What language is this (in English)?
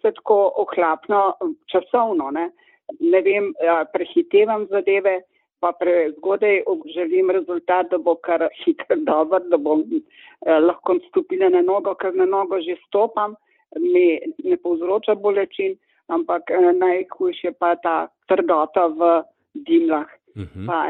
Slovenian